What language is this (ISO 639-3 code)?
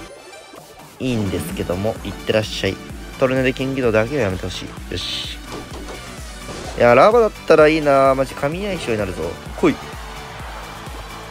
jpn